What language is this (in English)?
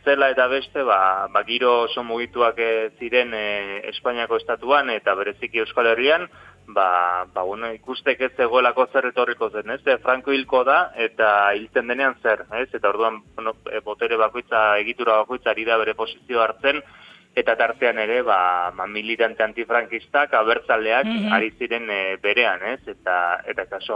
Basque